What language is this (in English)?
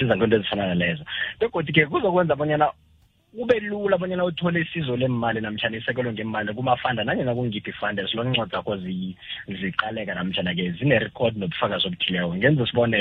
South Ndebele